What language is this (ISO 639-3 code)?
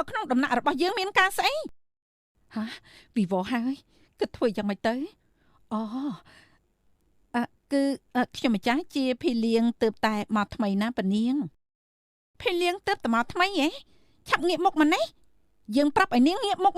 khm